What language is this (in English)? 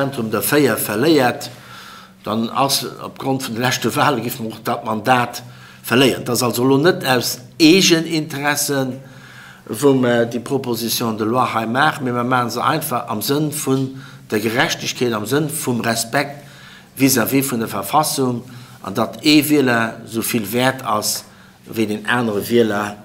Luxembourgish